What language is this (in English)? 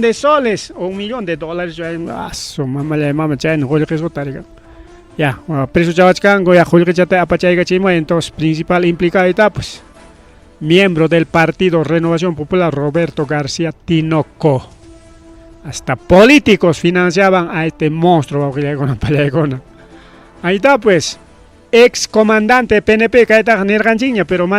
Ayacucho Quechua